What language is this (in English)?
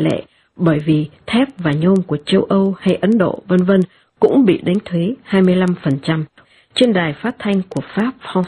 Vietnamese